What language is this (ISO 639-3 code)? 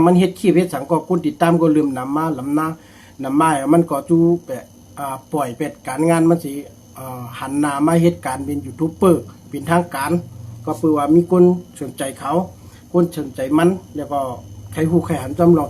shn